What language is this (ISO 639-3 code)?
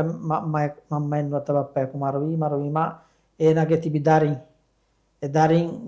div